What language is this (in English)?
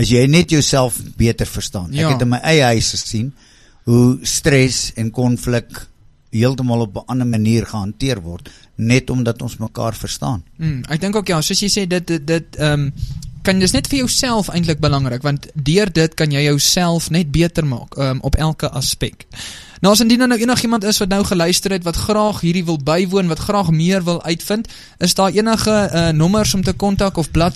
Afrikaans